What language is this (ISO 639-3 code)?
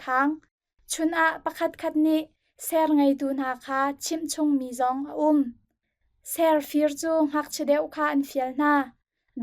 cnh